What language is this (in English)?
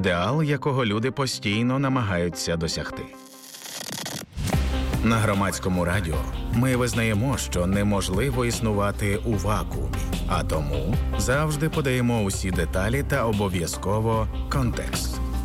Ukrainian